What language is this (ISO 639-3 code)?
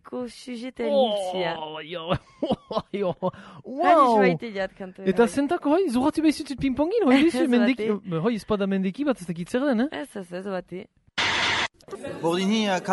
eus